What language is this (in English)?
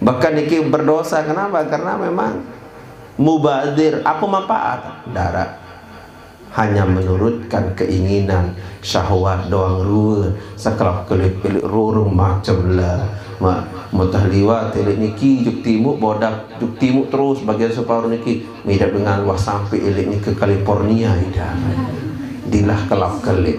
Sasak